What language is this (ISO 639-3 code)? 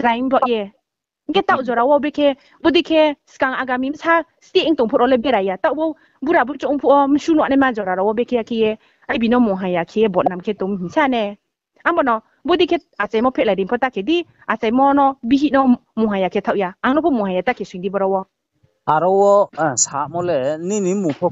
ria